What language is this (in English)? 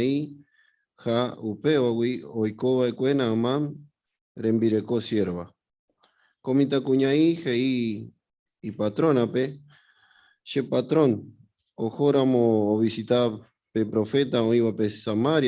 Guarani